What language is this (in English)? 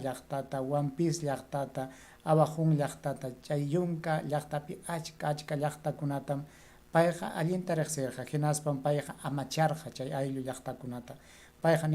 Ayacucho Quechua